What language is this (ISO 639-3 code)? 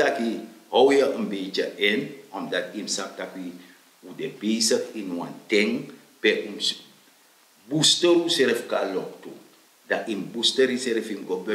srn